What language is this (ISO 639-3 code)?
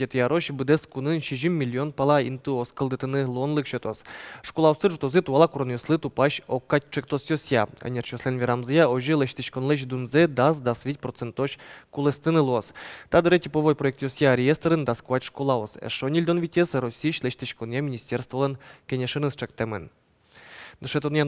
udm